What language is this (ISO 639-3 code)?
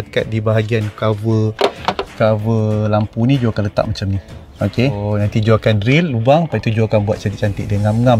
msa